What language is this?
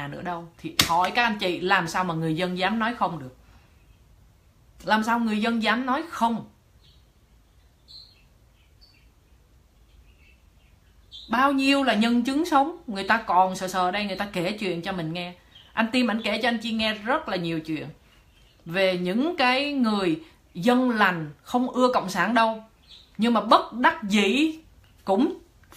Vietnamese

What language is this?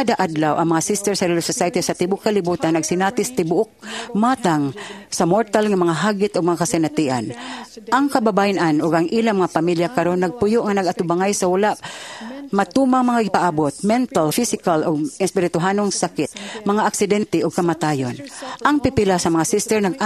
Cebuano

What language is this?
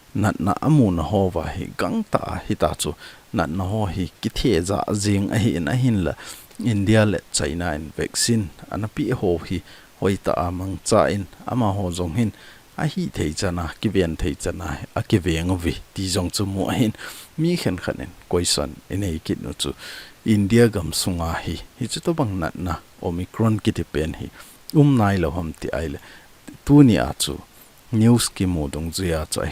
Thado Chin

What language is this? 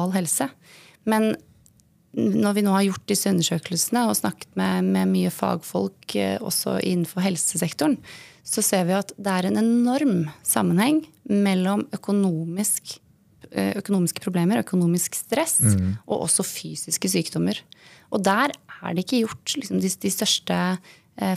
Norwegian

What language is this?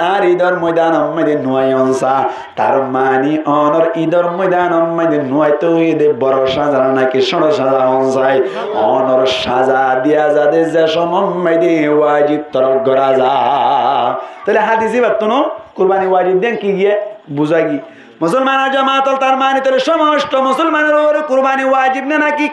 Rohingya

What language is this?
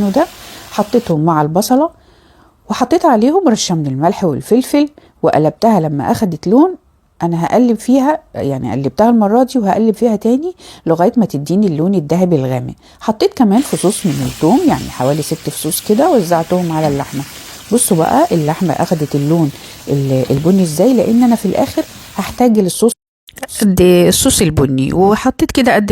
Egyptian Arabic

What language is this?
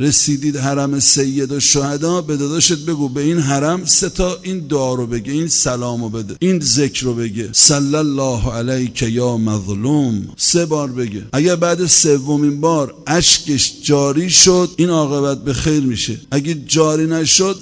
Persian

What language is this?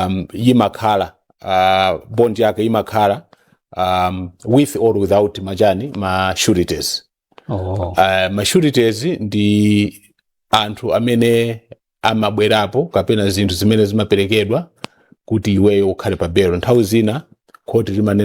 Nyanja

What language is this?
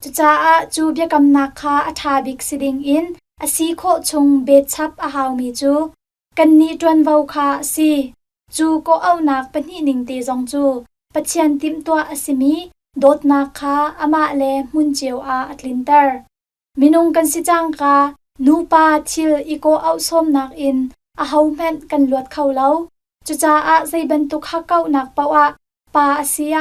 Hakha Chin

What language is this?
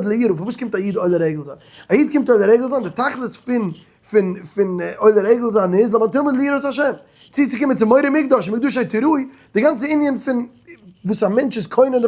Yiddish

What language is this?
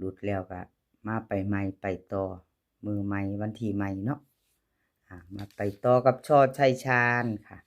Northeastern Thai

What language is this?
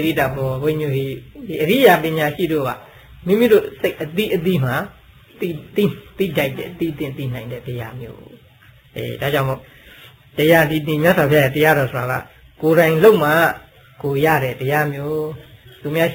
Burmese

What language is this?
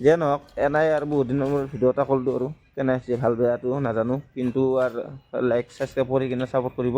Assamese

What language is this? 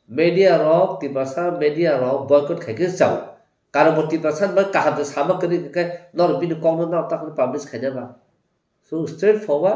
Kok Borok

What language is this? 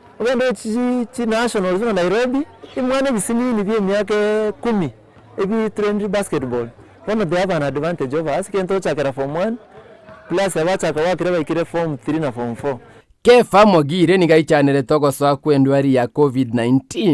Gusii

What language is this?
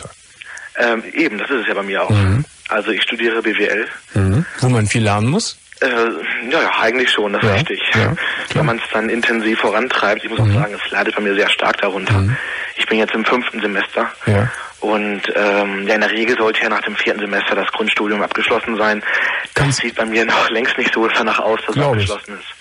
German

